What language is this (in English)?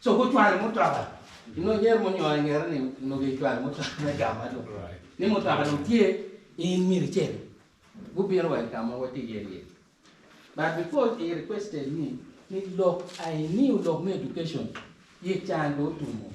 Acoli